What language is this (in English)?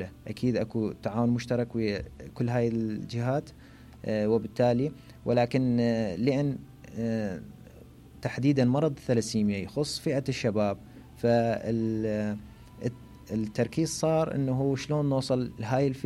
Mesopotamian Arabic